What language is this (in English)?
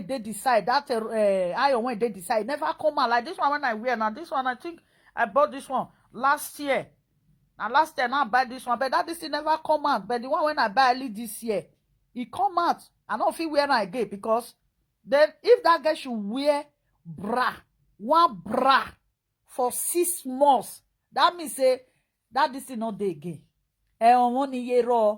Nigerian Pidgin